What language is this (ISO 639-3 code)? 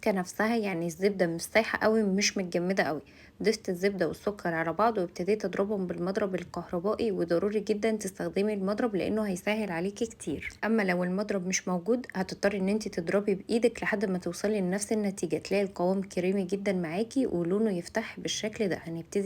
arz